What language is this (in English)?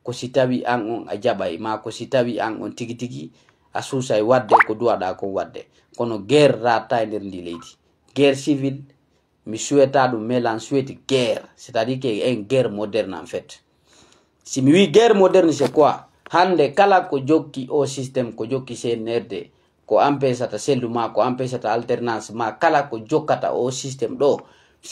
Fula